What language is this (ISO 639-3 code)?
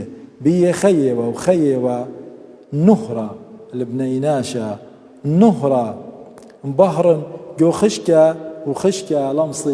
aii